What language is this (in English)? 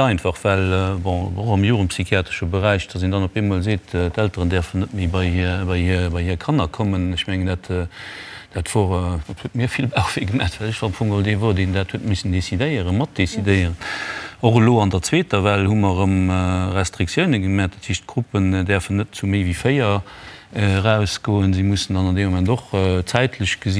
Luxembourgish